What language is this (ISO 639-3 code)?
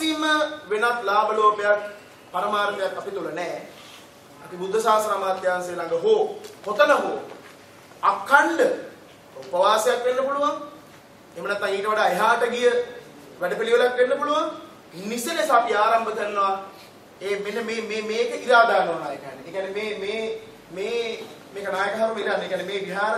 sin